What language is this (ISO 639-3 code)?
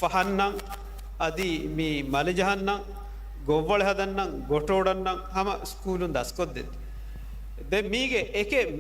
div